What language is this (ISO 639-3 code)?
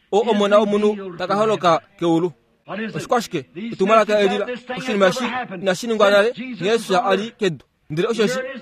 kua